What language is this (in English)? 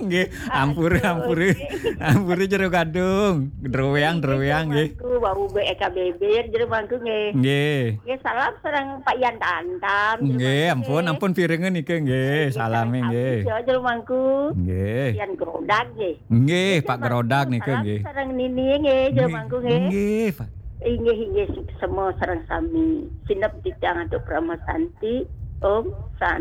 Balinese